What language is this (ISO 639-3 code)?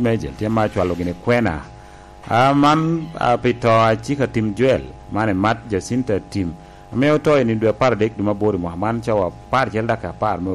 laj